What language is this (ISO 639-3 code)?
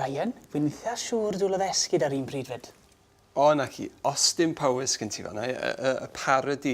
cym